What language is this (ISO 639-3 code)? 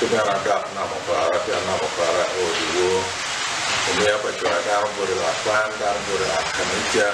ach